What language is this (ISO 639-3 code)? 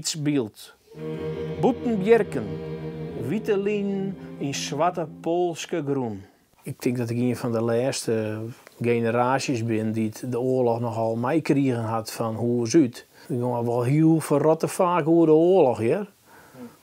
fry